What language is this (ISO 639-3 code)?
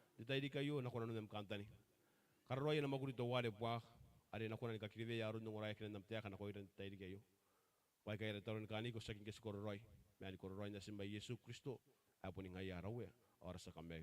gil